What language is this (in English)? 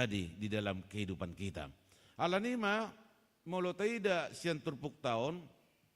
Batak Toba